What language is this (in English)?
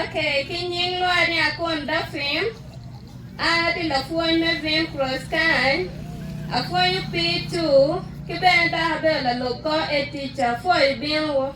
Acoli